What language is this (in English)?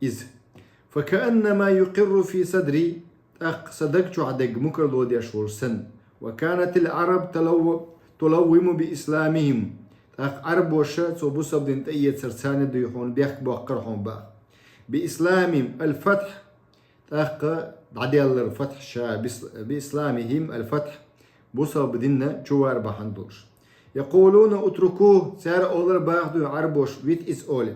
Chechen